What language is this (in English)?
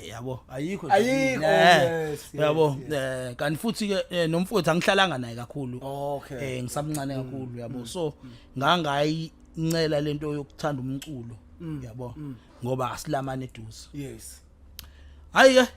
Zulu